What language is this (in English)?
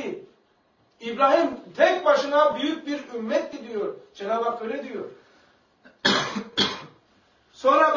Turkish